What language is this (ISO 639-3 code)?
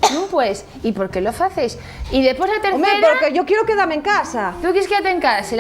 ast